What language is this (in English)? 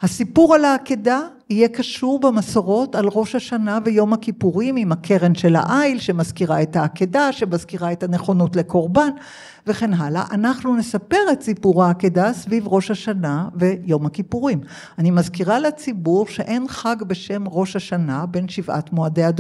Hebrew